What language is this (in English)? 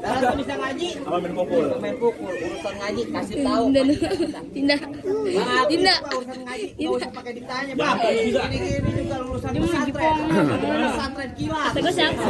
Betawi